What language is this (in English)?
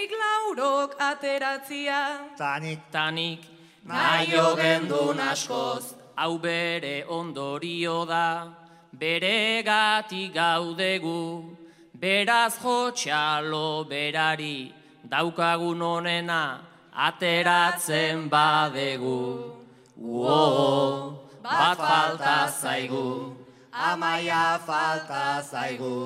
Basque